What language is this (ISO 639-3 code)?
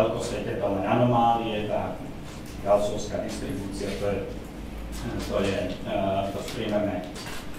slk